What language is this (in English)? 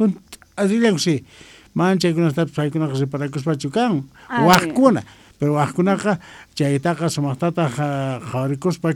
South Bolivian Quechua